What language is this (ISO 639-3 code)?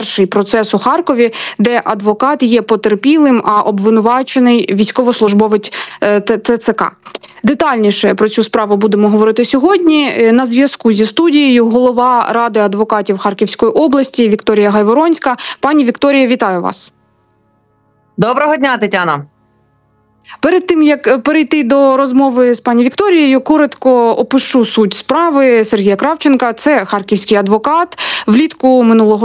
ukr